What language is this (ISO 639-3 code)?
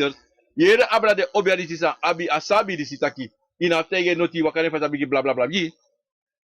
srn